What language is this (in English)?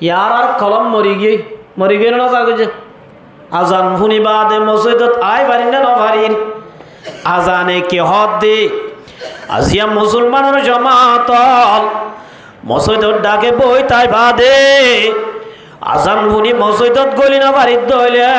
Rohingya